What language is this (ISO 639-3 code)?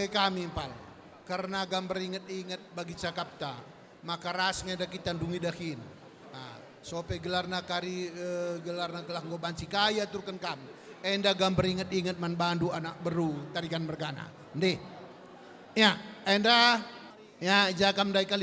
btx